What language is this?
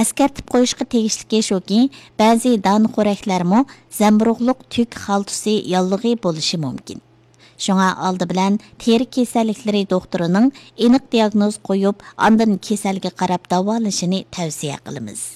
Uyghur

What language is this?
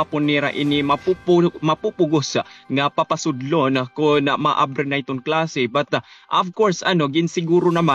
Waray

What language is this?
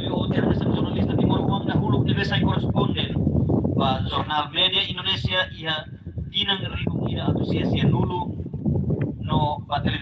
Tetum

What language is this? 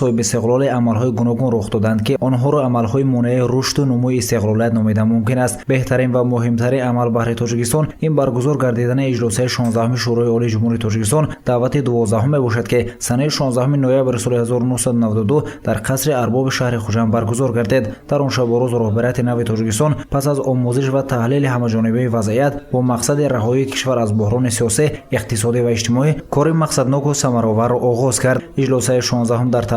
Tajik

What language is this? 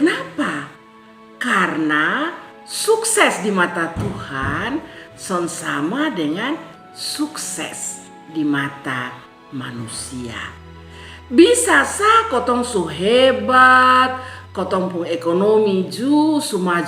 Kupang Malay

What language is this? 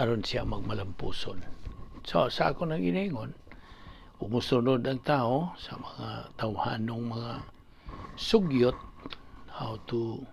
Cebuano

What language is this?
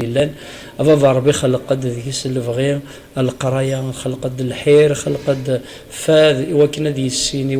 Kabyle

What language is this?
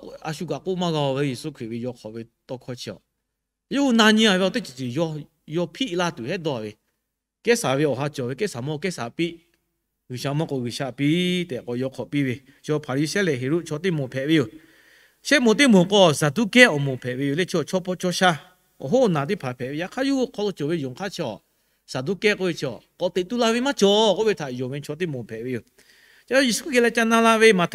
Lahu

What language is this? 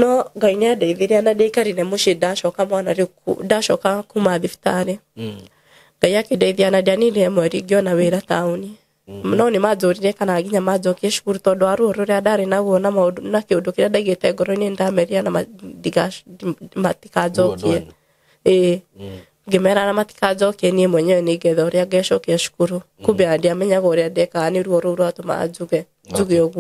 Kikuyu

